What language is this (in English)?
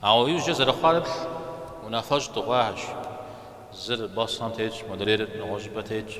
Kabardian